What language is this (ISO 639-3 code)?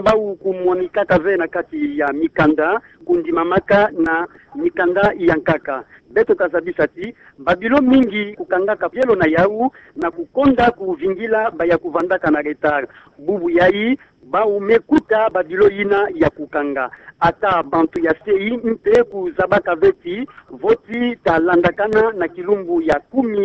ktu